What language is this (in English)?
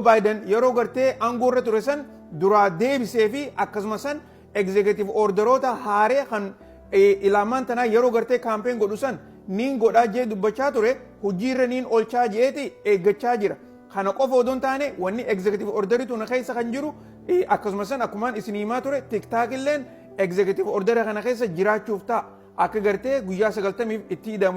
Oromo